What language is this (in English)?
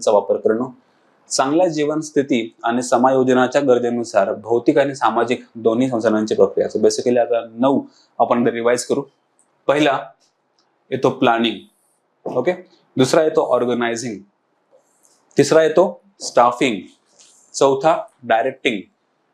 Marathi